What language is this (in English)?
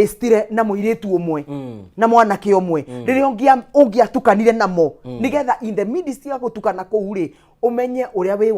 Kikuyu